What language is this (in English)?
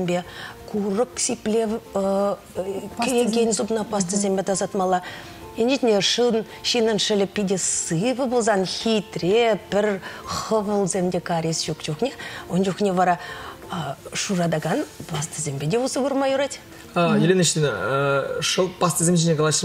Chuvash